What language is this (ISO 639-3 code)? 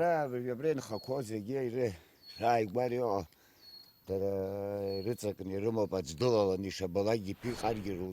abk